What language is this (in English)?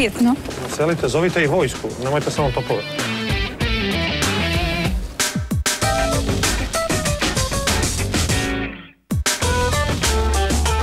Serbian